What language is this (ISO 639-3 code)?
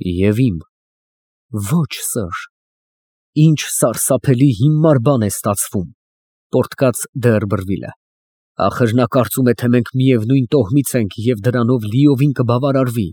hye